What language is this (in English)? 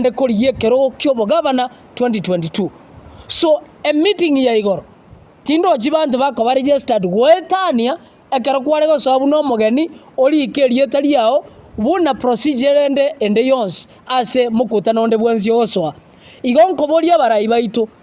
Gusii